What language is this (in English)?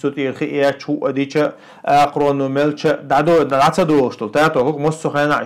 Chechen